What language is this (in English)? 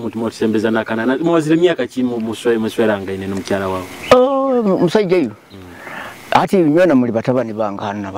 Nyoro